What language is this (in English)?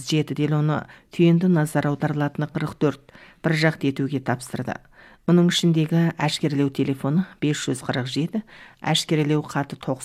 Kazakh